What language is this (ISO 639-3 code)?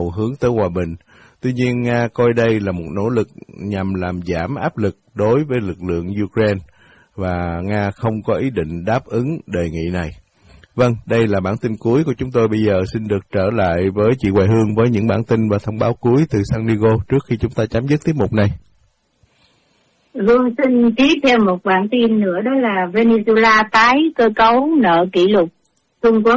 vie